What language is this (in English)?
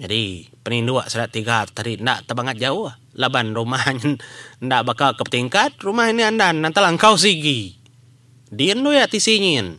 Iban